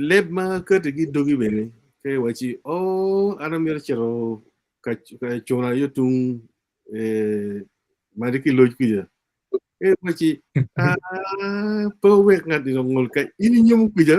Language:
Acoli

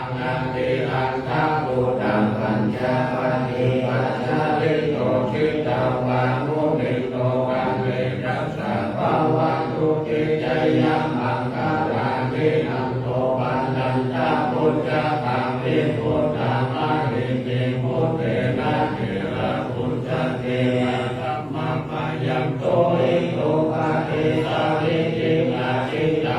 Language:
Pali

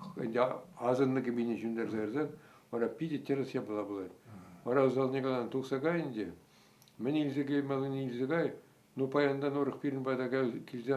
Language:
Chuvash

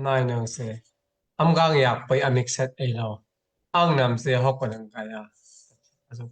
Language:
Daai Chin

